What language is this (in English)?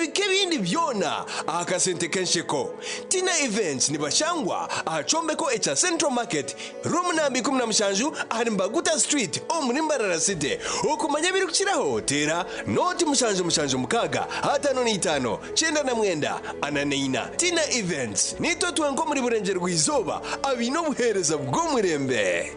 Nyankole